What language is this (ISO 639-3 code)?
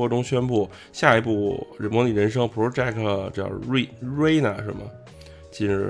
zho